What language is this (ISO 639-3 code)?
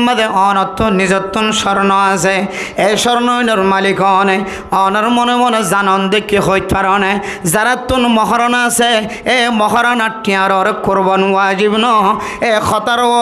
rhg